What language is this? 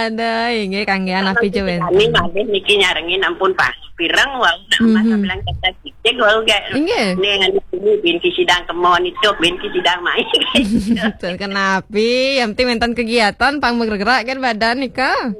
Balinese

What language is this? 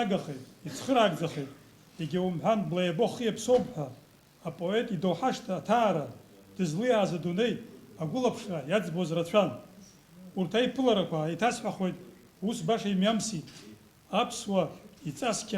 Abkhazian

